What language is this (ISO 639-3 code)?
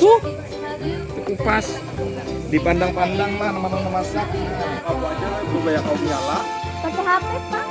bjn